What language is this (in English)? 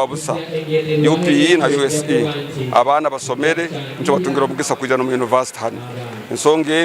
Nyankole